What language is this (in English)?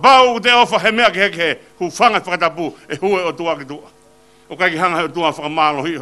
Tongan